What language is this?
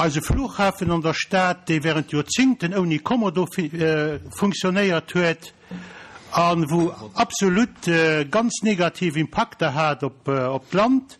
Luxembourgish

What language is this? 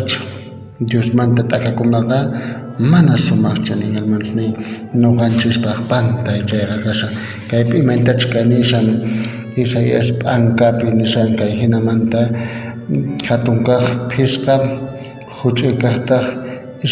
South Bolivian Quechua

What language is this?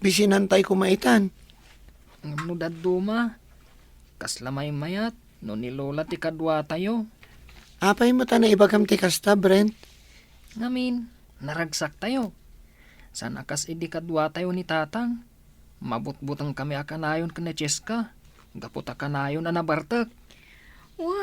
Iloko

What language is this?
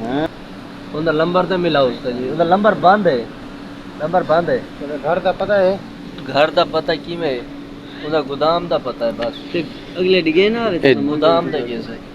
Saraiki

